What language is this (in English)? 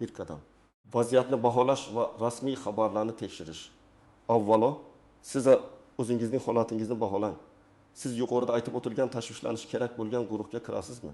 Uzbek